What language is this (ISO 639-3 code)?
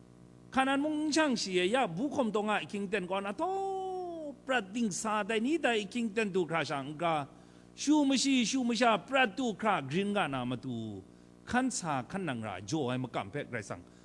kac